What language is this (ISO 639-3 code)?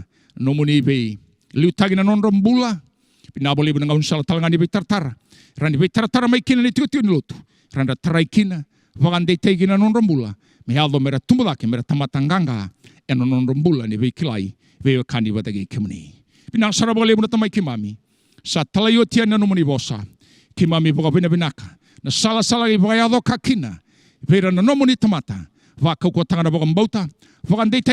fij